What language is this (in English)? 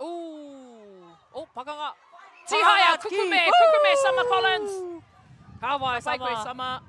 Māori